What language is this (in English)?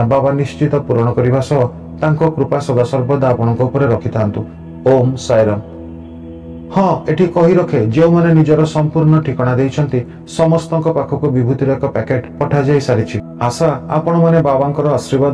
Odia